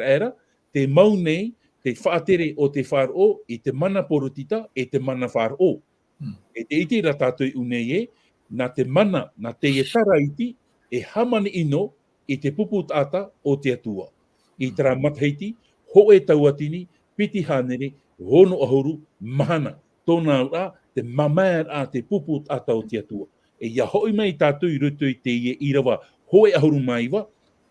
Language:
Tahitian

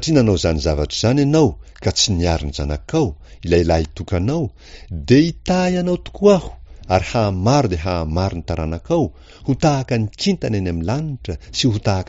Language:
Malagasy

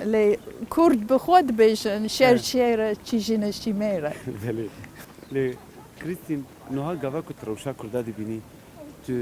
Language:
Kurdish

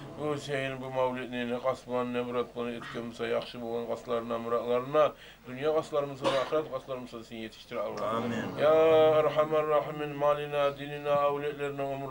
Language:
Kumyk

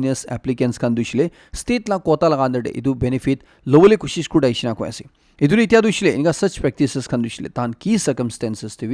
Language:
Naga Pidgin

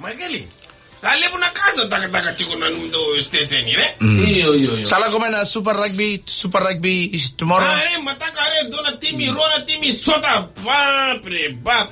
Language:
Fijian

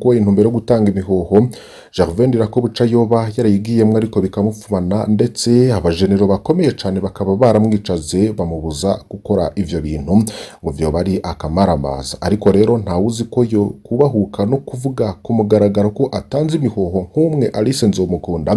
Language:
Rundi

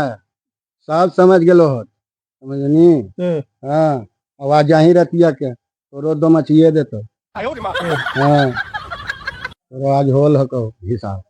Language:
Magahi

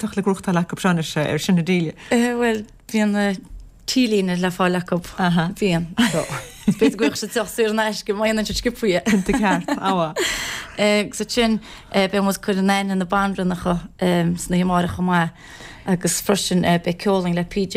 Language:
Irish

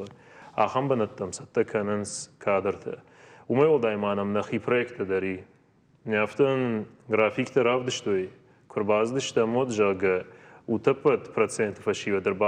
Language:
Ossetic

